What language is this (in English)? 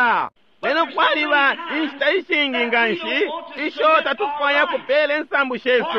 Bemba